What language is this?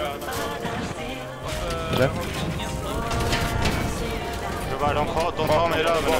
Swedish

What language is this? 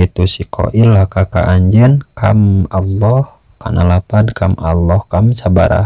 Sundanese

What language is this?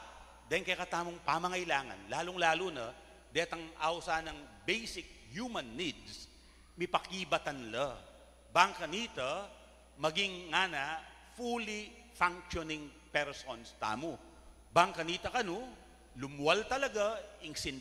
Pampanga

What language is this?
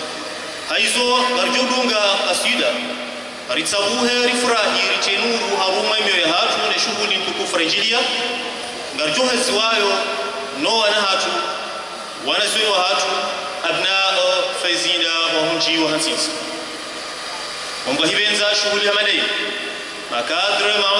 Ngazidja Comorian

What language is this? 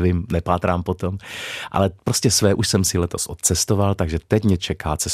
Czech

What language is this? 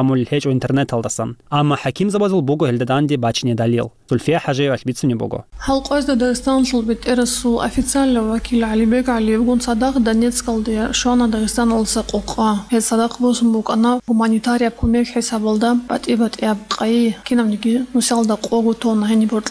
Avaric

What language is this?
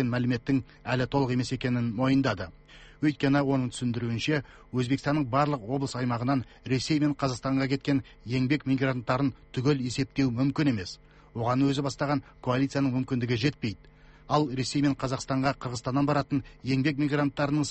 Kazakh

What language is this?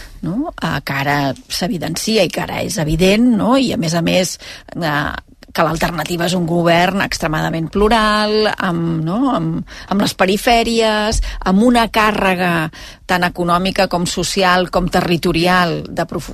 Catalan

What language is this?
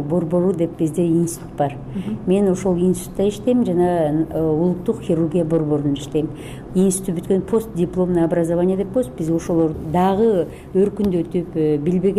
Kyrgyz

